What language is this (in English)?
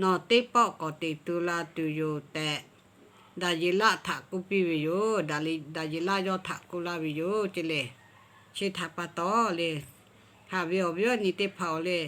Lahu